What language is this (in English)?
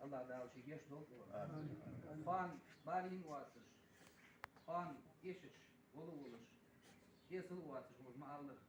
Ingush